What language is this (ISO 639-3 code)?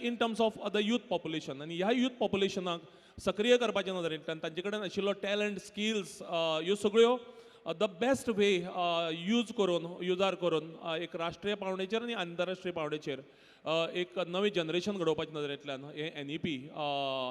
kok